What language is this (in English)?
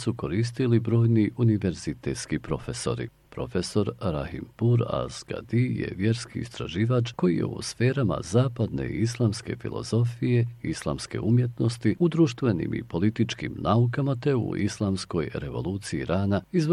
Bosnian